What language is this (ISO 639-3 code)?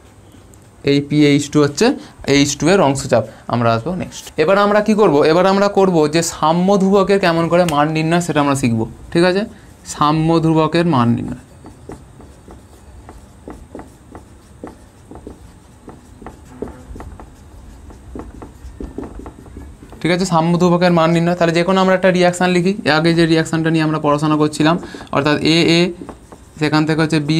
ben